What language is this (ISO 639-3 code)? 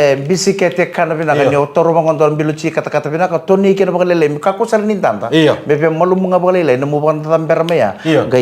fij